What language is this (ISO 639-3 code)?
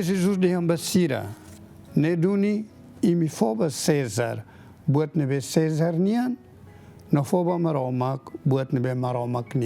tet